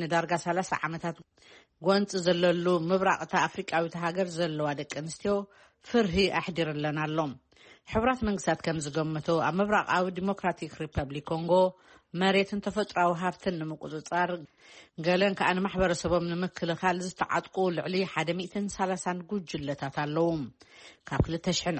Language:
Tigrinya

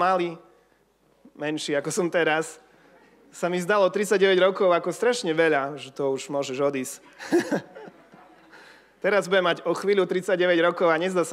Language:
Slovak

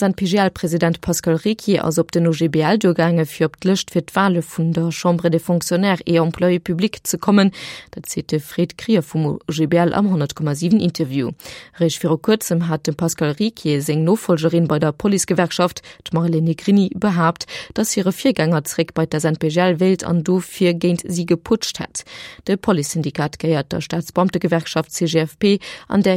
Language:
Luxembourgish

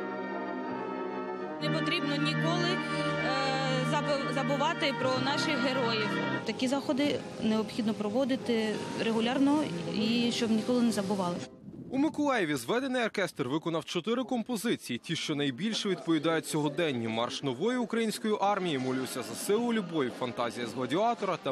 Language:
Ukrainian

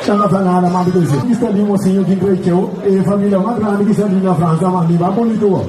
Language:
Kabuverdianu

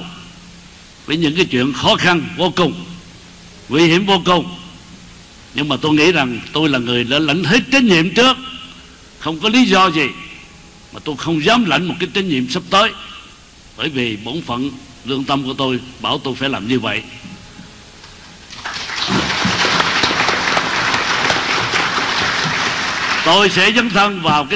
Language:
Vietnamese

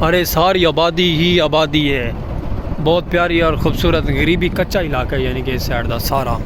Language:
Saraiki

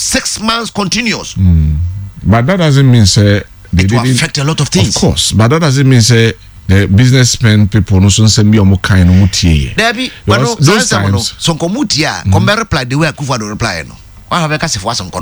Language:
Akan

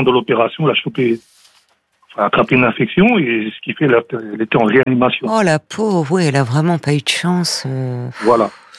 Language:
French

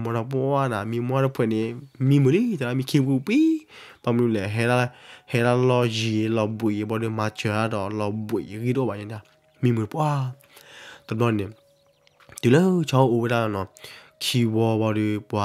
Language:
S'gaw Karen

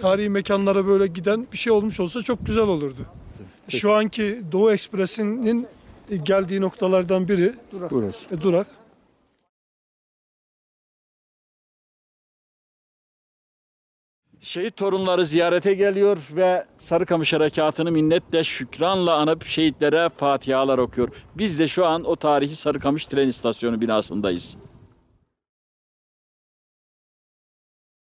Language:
Turkish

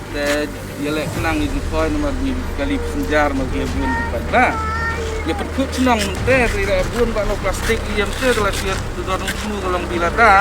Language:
Khasi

